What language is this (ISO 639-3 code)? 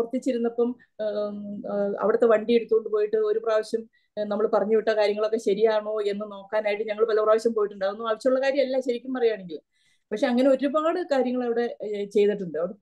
mal